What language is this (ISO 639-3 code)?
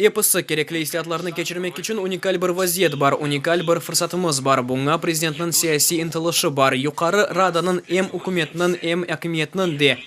crh